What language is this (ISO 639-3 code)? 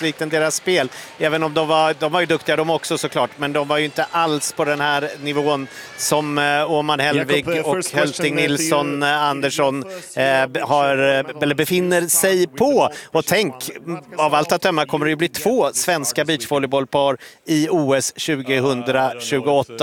swe